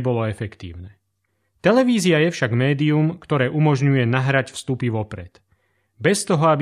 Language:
Slovak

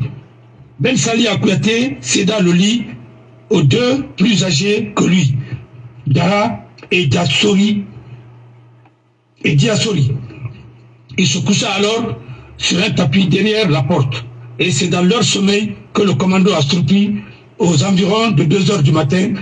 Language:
French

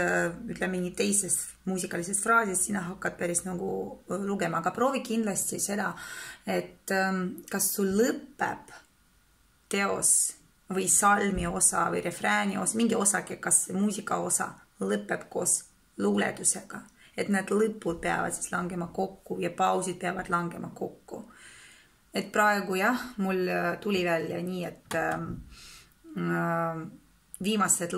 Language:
Estonian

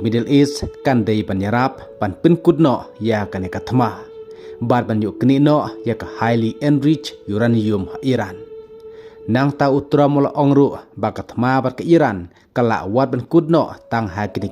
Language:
Khasi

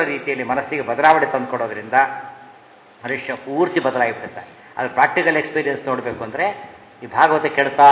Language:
Kannada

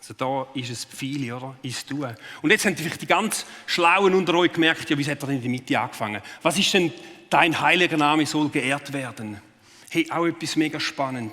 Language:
Swiss German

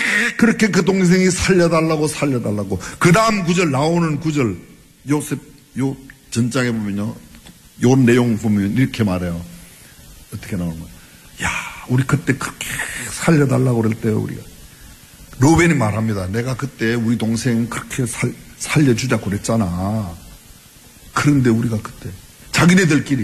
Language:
Korean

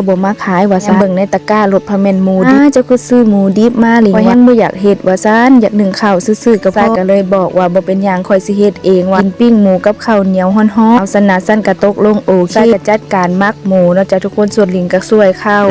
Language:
Lao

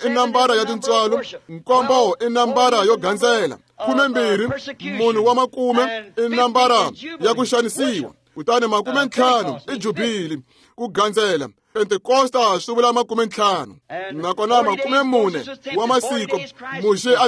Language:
Tsonga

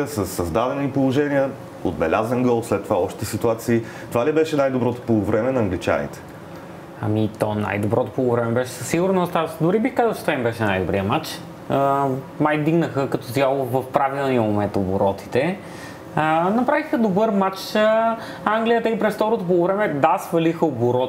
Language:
Bulgarian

